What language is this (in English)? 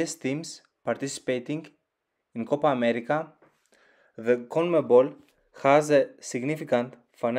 English